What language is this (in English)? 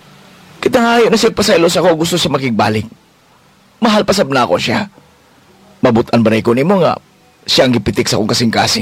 Cebuano